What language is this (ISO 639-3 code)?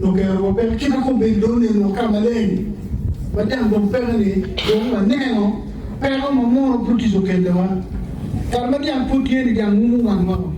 ach